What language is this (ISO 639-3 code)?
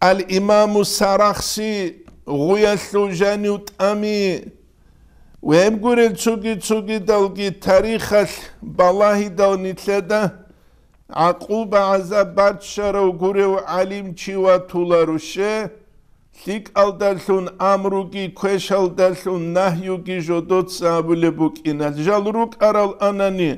ava